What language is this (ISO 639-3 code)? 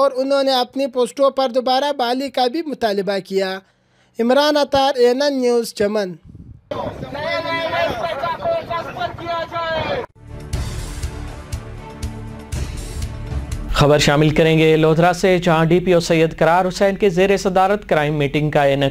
urd